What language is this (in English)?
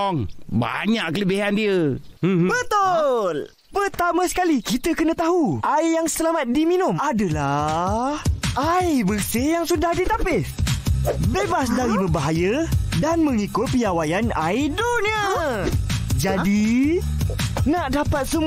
Malay